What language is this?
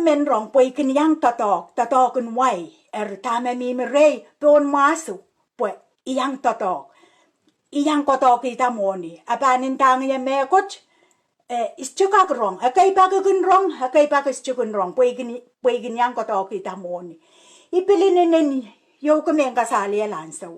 Pohnpeian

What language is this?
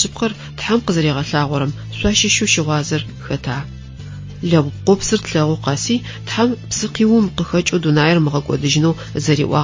Adyghe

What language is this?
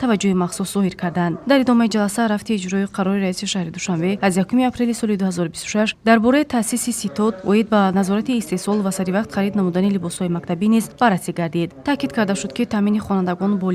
Tajik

